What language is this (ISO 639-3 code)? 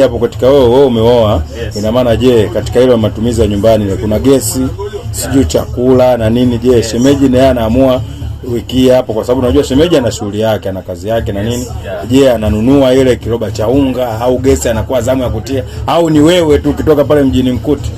swa